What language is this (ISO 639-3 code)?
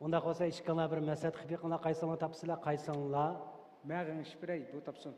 uig